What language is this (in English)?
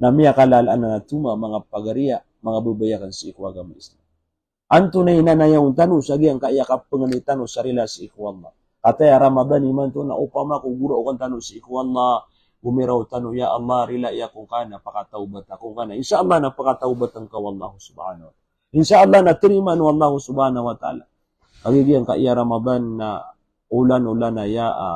Maranao